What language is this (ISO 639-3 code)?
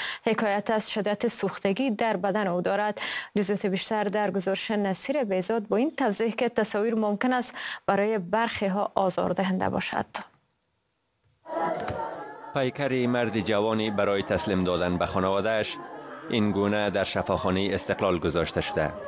fas